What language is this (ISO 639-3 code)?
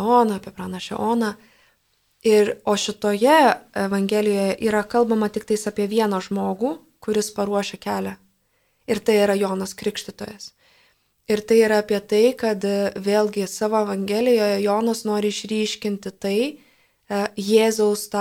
lit